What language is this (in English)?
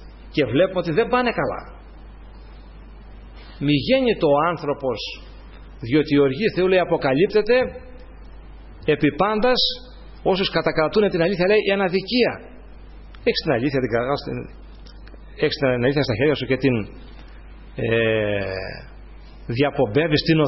Greek